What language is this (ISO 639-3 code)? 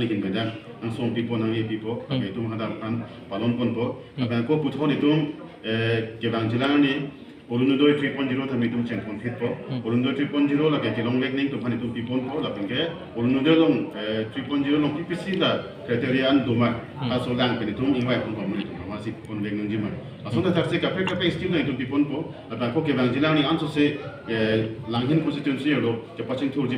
mjw